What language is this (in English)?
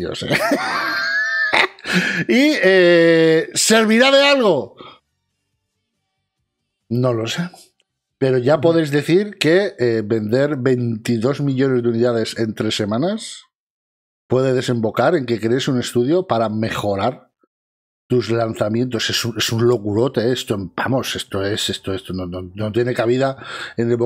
Spanish